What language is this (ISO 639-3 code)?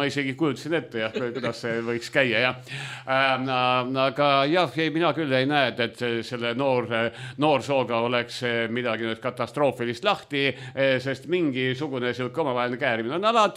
est